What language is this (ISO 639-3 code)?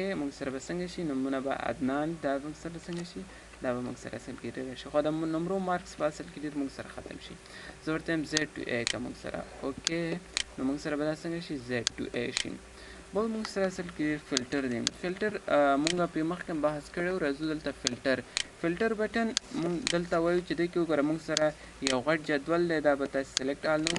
pus